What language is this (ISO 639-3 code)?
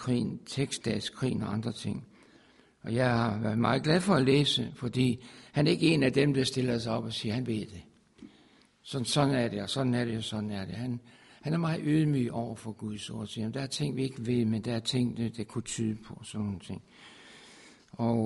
dan